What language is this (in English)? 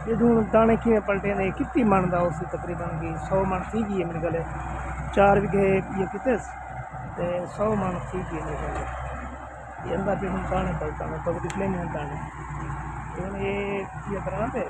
Saraiki